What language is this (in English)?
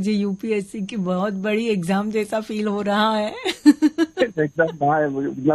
Hindi